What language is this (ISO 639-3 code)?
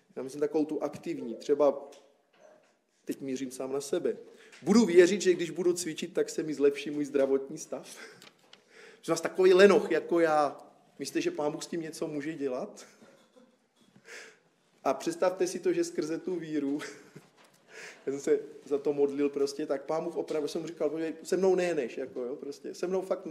ces